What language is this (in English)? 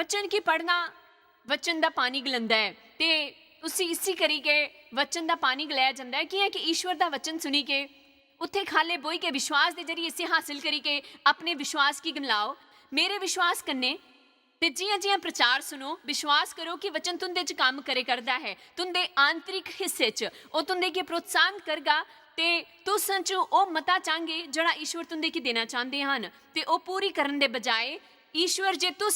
Dogri